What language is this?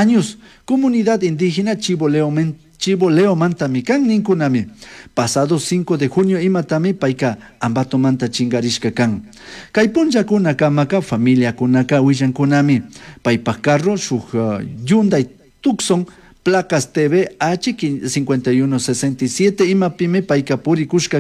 Chimborazo Highland Quichua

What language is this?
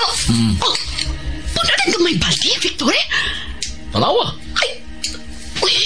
Cebuano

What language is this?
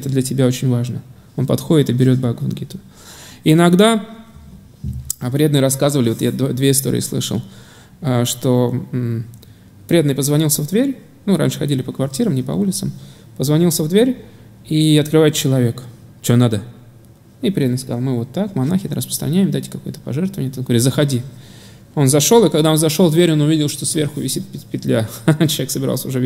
Russian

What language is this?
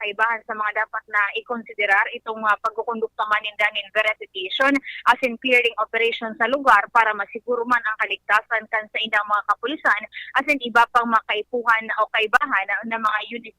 Bikol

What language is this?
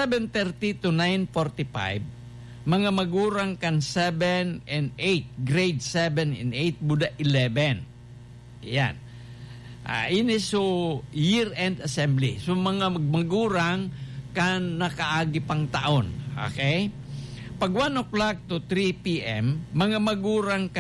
Bikol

